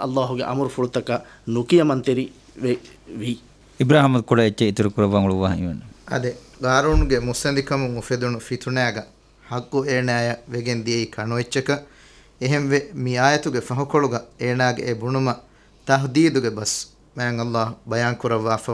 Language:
Divehi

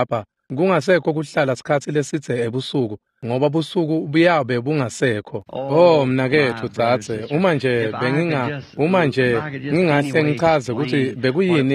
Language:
Swati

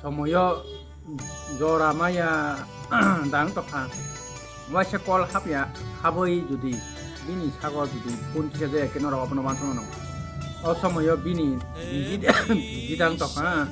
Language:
Kok Borok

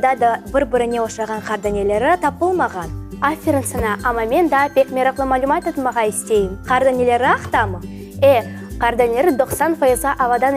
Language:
Crimean Tatar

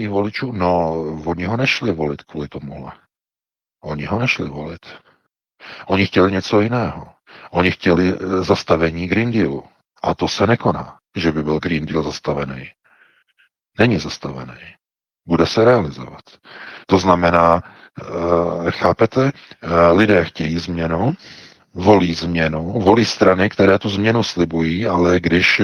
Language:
Czech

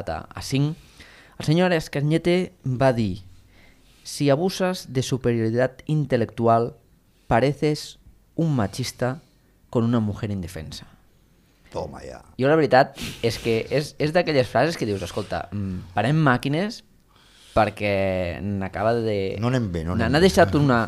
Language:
Catalan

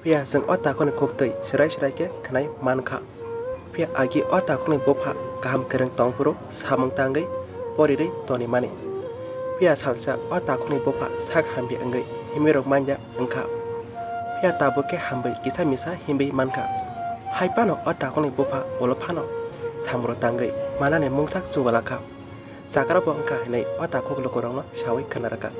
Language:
Kok Borok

